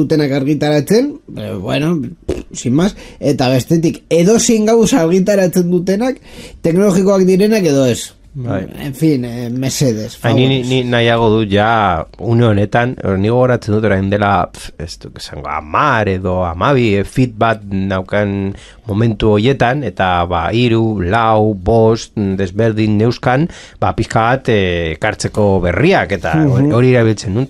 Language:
Basque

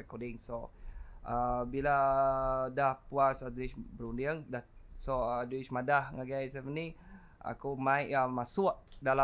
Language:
Iban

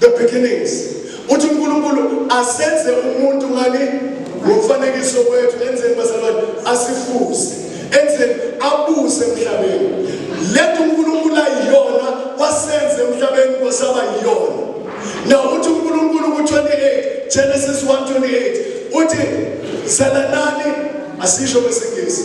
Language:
Zulu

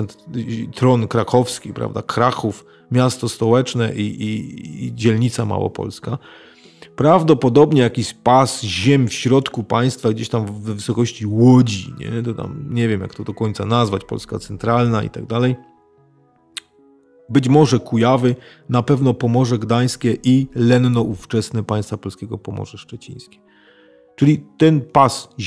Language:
Polish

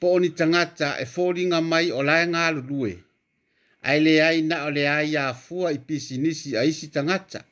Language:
Samoan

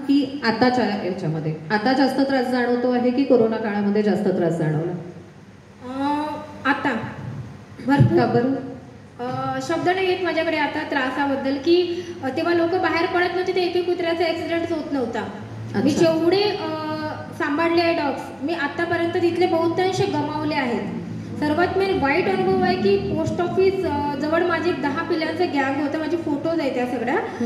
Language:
Marathi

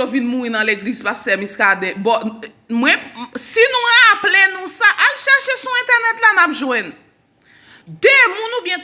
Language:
Haitian Creole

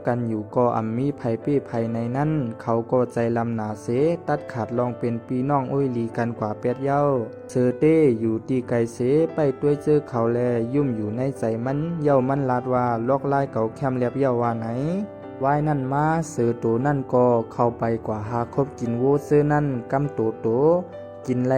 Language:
Shan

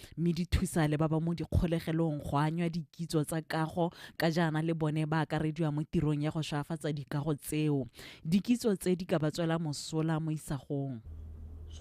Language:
Tswana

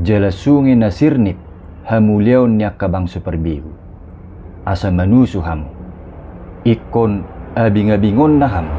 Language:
Batak Toba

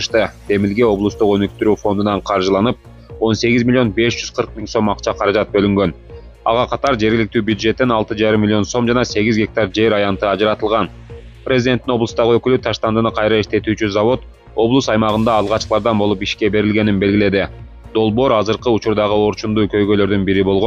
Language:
Kyrgyz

